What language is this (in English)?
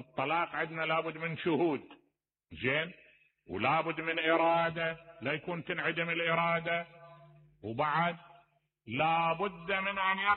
Mesopotamian Arabic